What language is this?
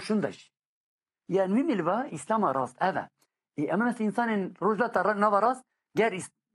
Kurdish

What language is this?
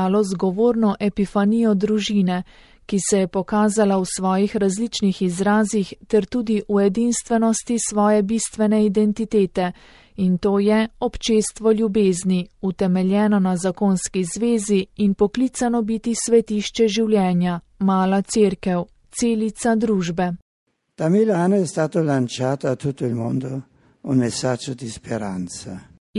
Slovenian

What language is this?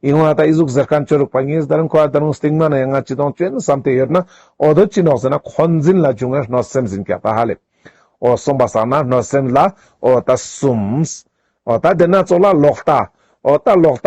Ladakhi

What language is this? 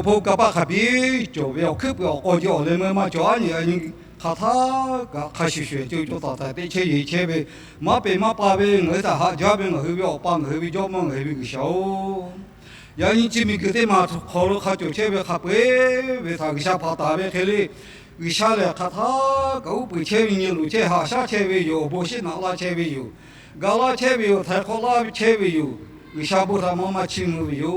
Lahu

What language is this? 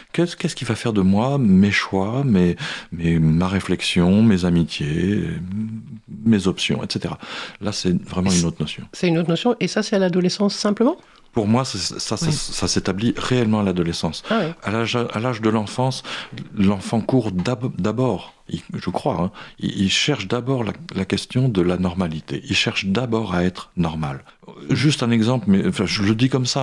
French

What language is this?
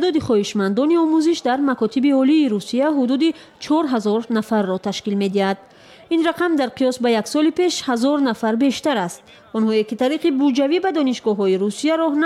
Tajik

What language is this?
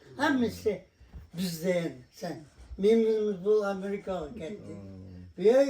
Uyghur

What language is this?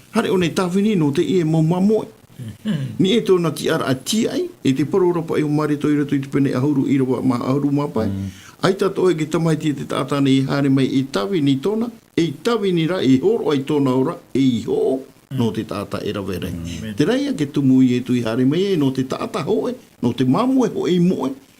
Tahitian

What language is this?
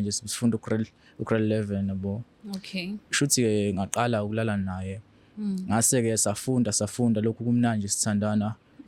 Zulu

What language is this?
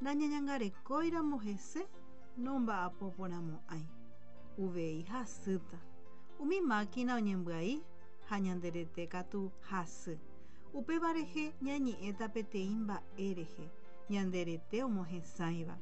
Guarani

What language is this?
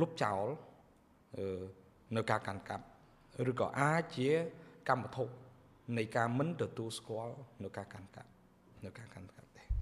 Khmer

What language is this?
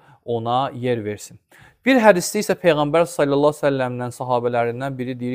Azerbaijani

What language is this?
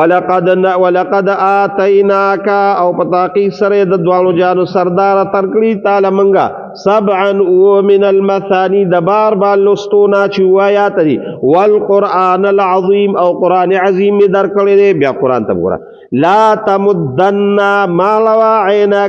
Pashto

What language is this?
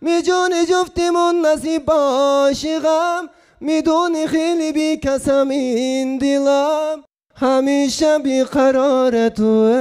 Uyghur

